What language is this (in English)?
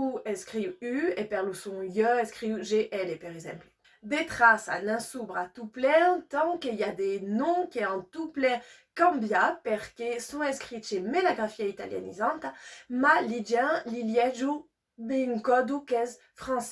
Occitan